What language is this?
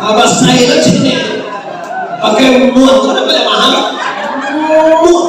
Minangkabau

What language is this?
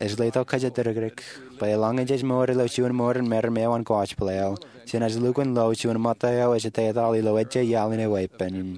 Marshallese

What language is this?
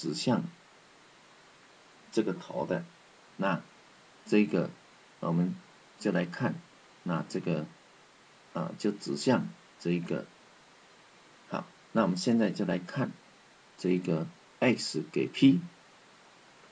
Chinese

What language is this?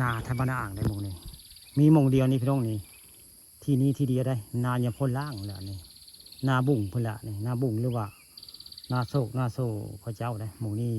Northeastern Thai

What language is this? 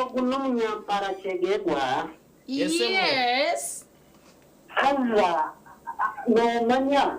Nyankole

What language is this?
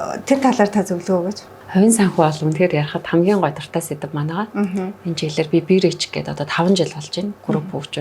Mongolian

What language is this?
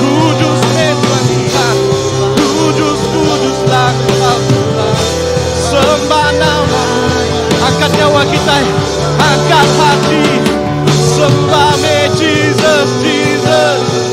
Iban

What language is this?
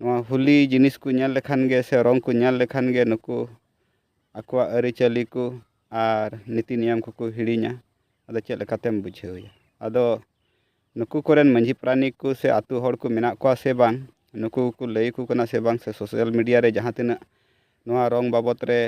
Santali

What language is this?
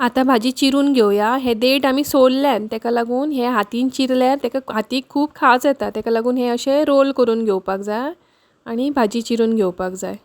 Konkani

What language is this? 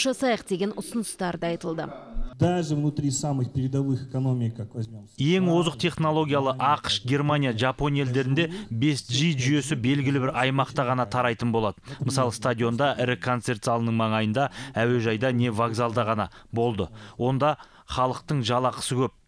Kazakh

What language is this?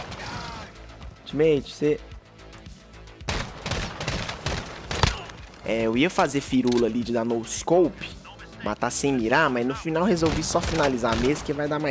Portuguese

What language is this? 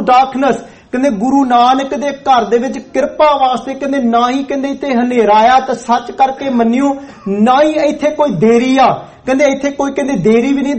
Punjabi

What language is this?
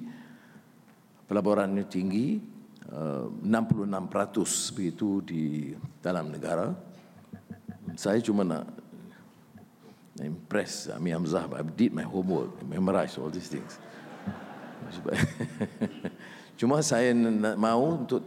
Malay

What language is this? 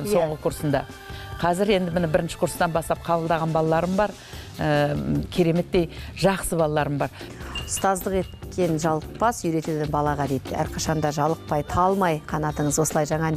Kazakh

